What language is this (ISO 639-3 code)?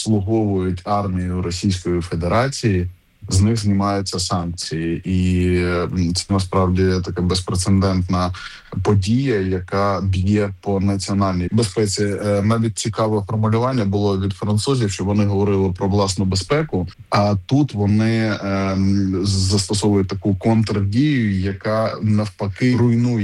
ukr